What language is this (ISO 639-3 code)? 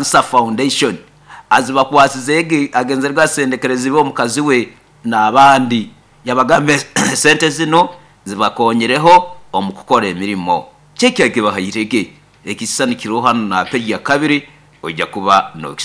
nyo